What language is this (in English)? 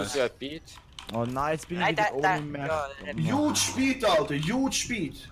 Swiss German